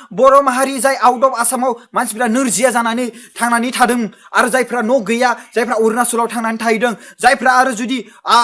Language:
Bodo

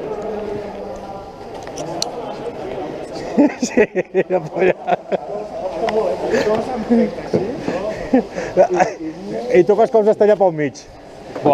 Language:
Catalan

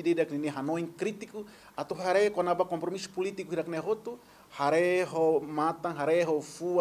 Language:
Tetum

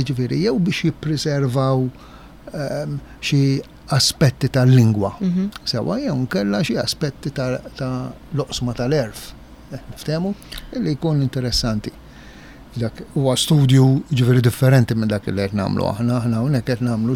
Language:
Maltese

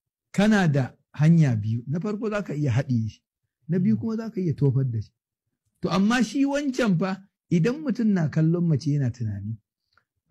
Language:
Hausa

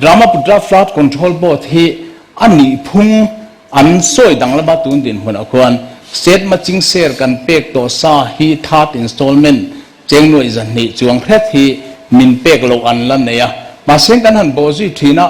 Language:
Mizo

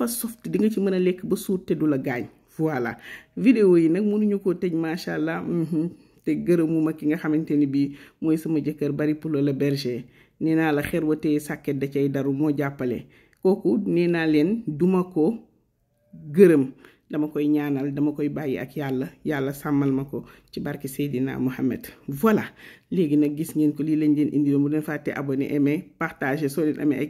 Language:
Wolof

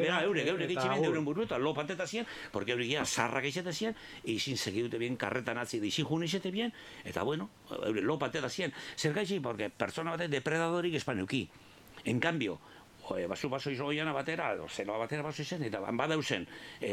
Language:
Basque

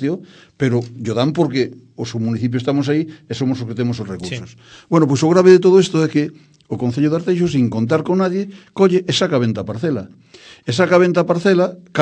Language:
Galician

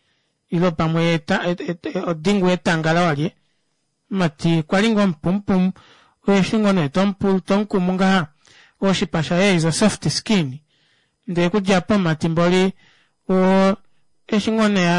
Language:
Kuanyama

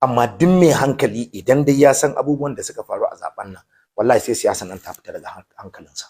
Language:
Hausa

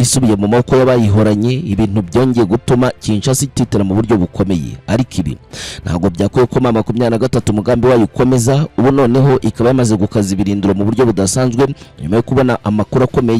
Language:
Kinyarwanda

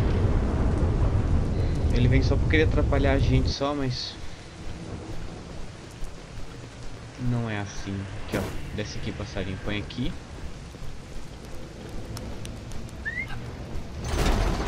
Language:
Portuguese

